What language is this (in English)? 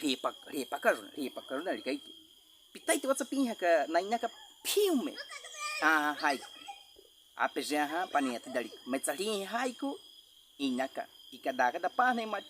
Baniwa